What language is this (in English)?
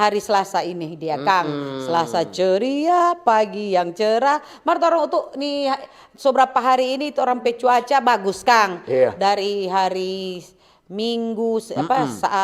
Manado Malay